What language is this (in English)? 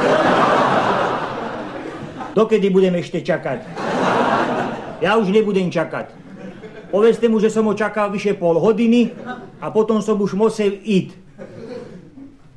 Slovak